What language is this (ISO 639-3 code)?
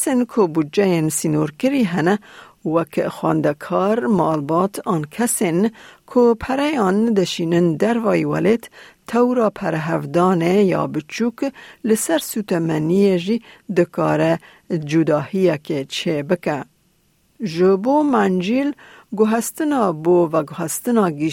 kur